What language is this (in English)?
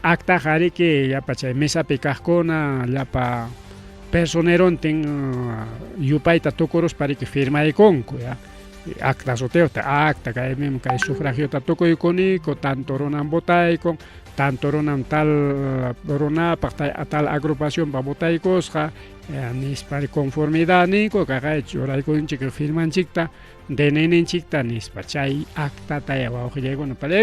Ayacucho Quechua